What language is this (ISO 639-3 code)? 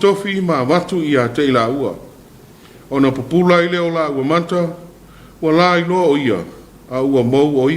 smo